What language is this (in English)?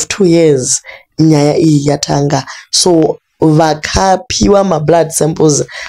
Shona